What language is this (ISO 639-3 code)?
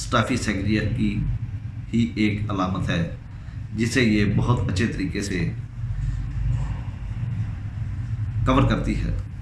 urd